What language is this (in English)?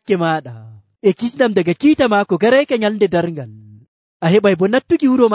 Nigerian Fulfulde